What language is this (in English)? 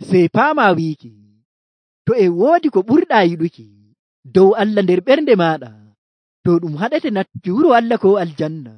Nigerian Fulfulde